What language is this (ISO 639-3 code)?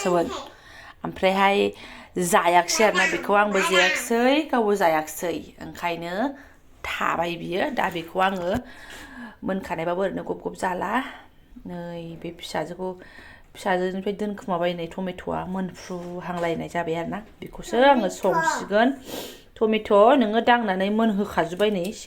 brx